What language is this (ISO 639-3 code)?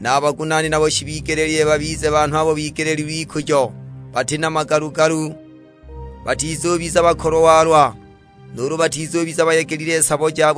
suk